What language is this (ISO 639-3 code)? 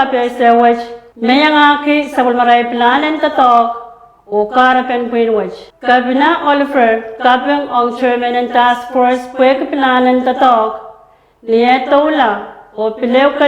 pon